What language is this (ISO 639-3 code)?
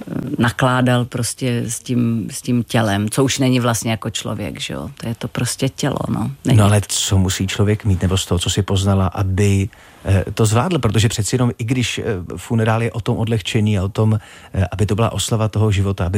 ces